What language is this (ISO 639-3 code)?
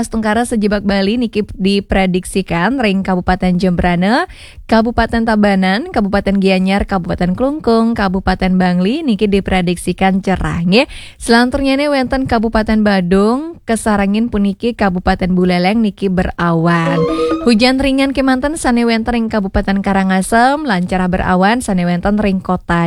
ban